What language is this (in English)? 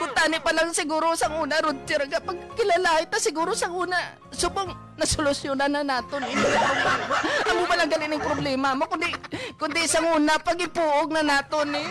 Hiligaynon